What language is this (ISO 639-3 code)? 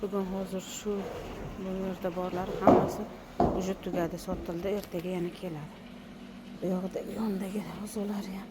uzb